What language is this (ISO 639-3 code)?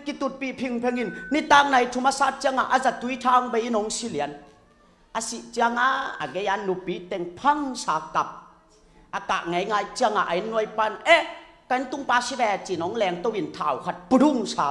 ctd